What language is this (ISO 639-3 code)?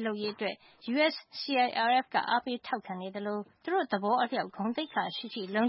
mya